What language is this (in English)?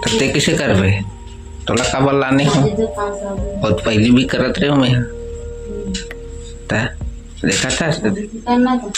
Chhattisgarhi